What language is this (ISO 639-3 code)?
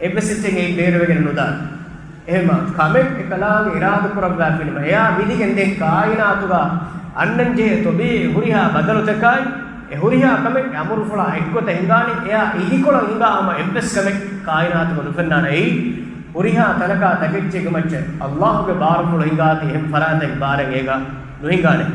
div